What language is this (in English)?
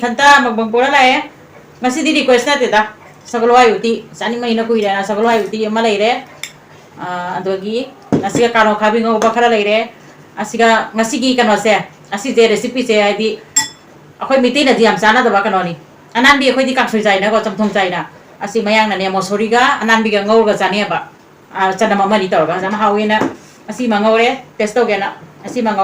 Manipuri